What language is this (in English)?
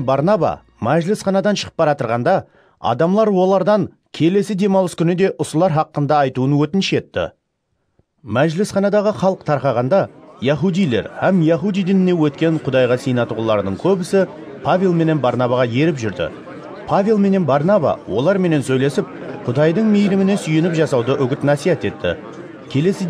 Kara-Kalpak